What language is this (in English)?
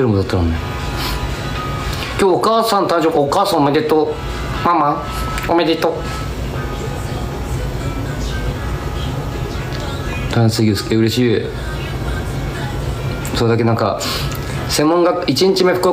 Japanese